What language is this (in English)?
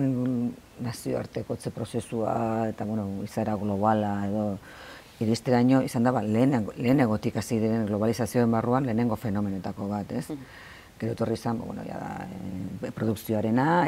Basque